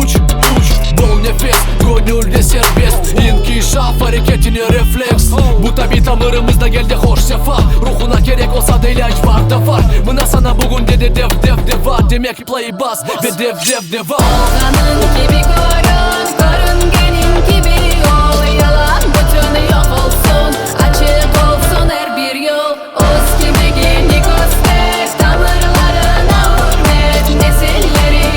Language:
Crimean Tatar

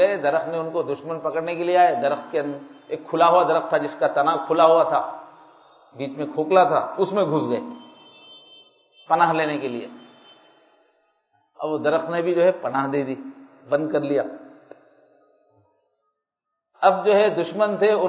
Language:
Urdu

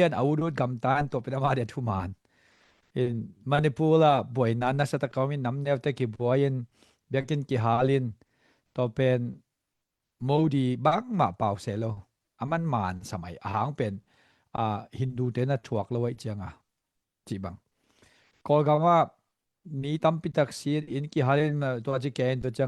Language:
Tedim Chin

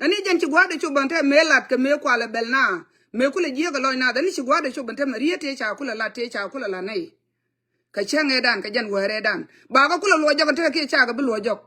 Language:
Nuer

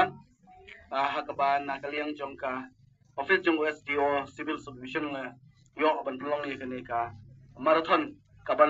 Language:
Khasi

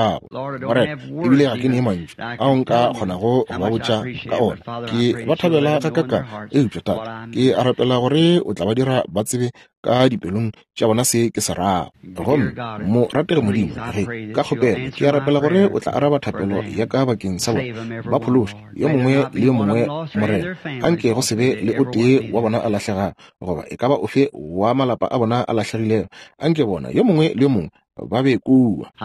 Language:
Northern Sotho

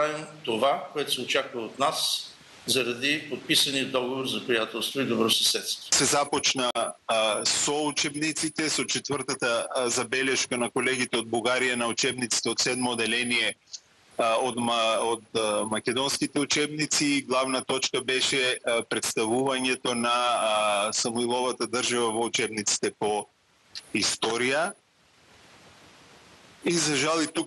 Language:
Bulgarian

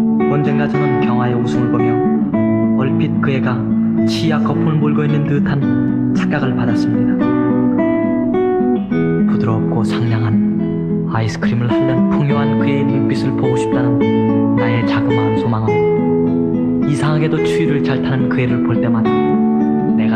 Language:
Korean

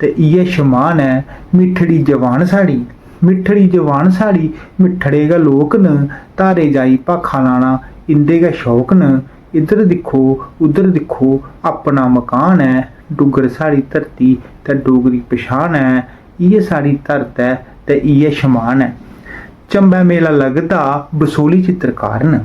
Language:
Dogri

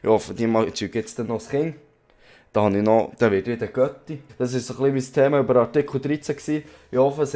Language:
Swiss German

